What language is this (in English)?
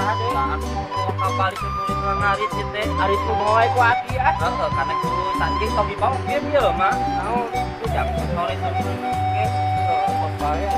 Sundanese